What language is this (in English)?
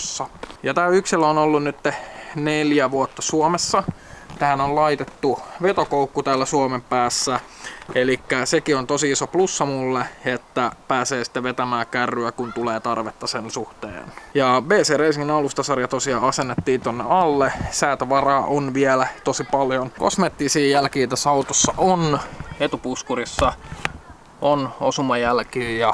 Finnish